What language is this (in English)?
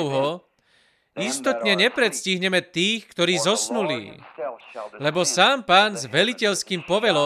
Slovak